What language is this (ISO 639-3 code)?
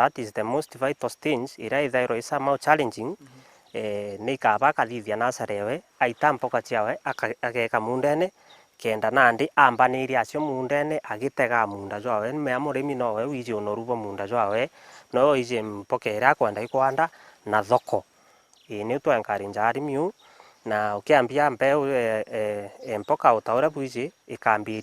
mer